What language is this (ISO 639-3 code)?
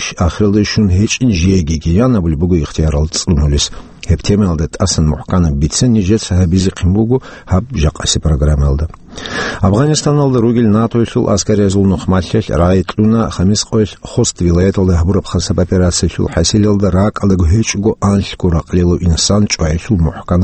ava